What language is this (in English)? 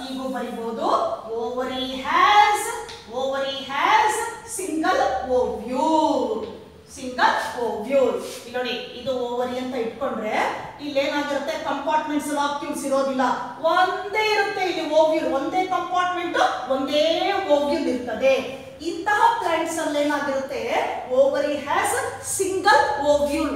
Kannada